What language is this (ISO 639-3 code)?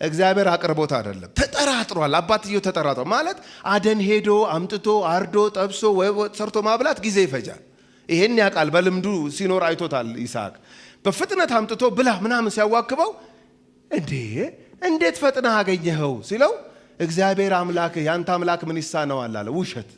amh